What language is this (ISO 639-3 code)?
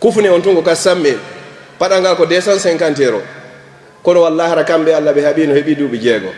ful